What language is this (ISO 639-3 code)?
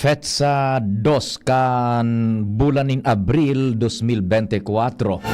bik